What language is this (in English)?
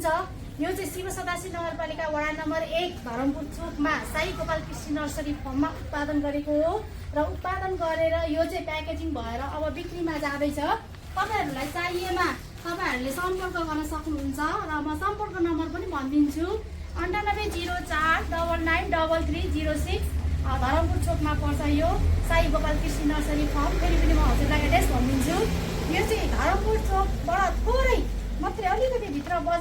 Nepali